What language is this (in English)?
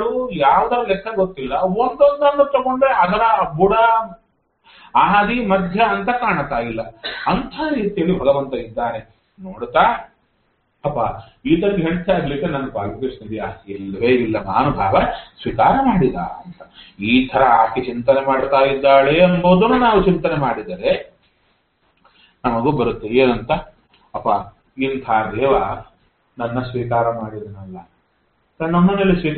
Kannada